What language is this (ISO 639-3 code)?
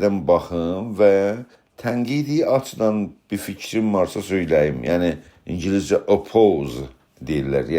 azb